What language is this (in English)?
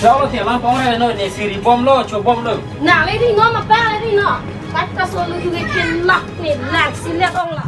Karbi